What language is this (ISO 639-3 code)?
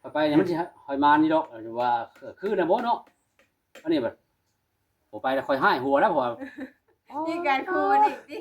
tts